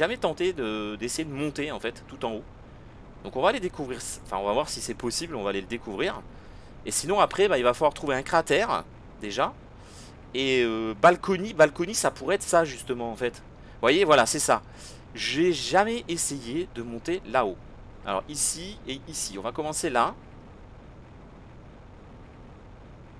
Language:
French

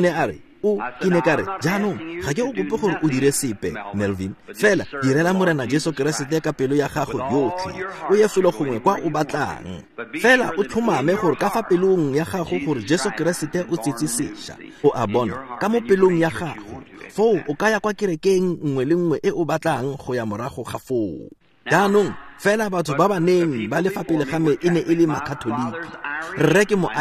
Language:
Tswana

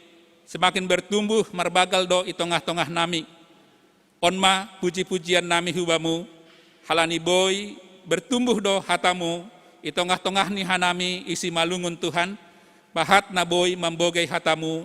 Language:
Batak Simalungun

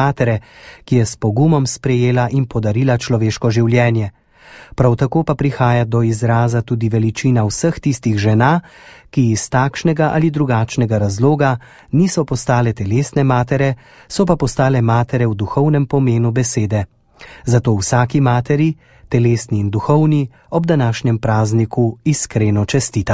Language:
Slovenian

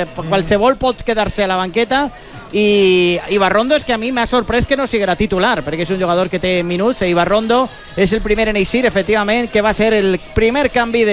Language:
Catalan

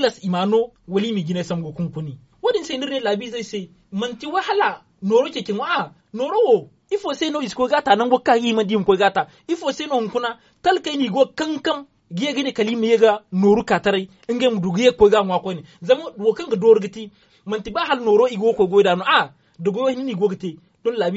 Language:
Zarma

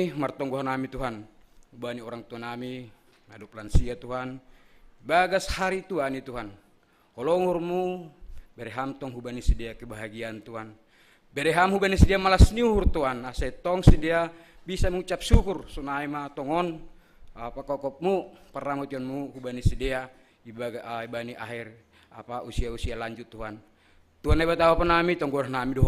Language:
Batak Simalungun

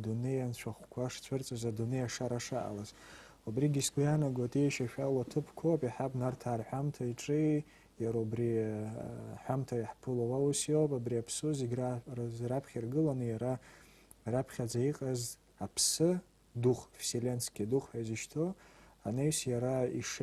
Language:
Abkhazian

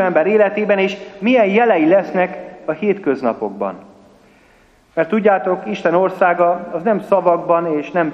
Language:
Hungarian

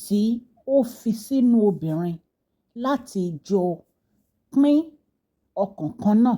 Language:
Yoruba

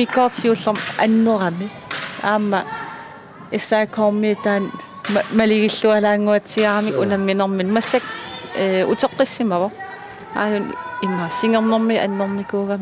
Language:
Kalaallisut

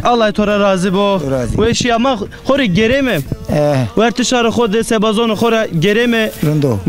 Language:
Zaza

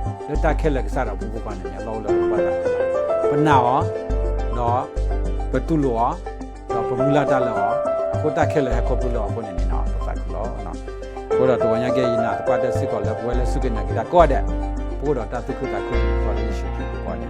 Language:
S'gaw Karen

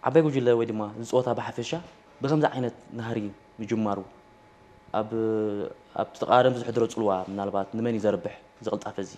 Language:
Tigrinya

